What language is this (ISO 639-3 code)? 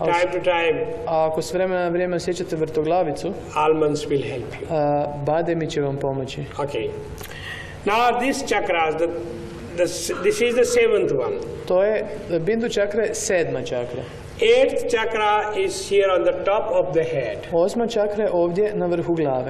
hrv